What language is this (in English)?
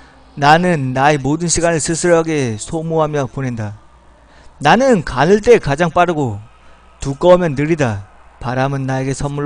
Korean